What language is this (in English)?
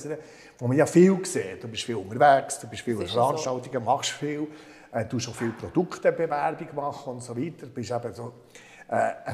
Swiss German